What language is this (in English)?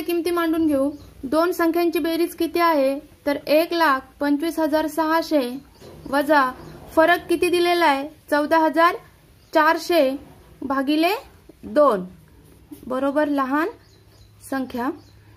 Marathi